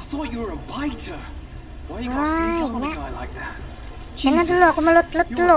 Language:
Banjar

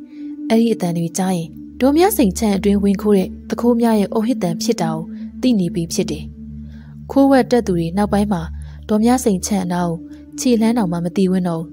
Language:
Burmese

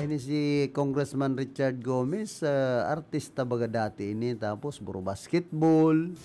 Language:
Bikol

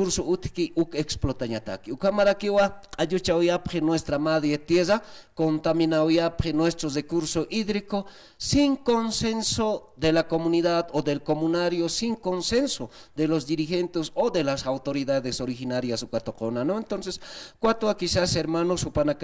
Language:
Aymara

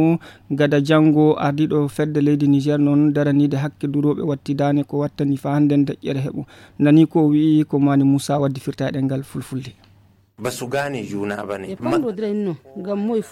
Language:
Fula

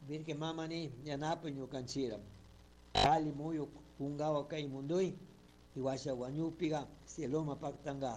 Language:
Chimborazo Highland Quichua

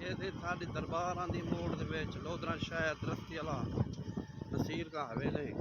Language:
Saraiki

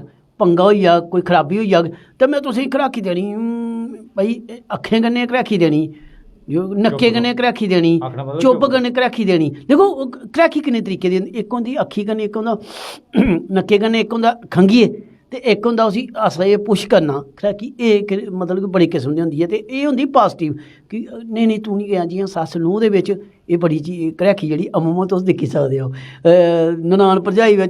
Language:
Dogri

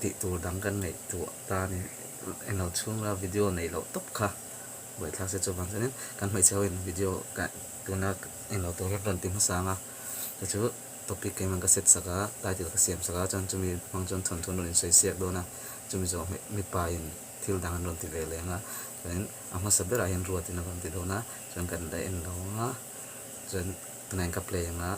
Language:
Mizo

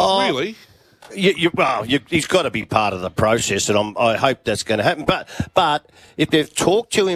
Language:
English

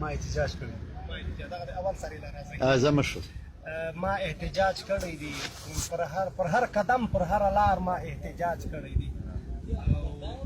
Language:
Pashto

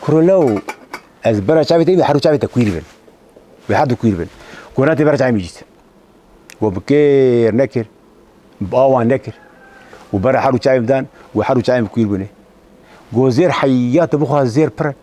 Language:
Kurdish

